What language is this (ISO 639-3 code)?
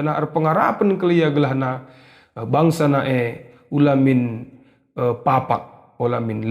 btx